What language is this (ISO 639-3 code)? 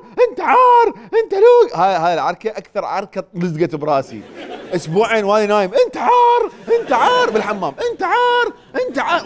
acm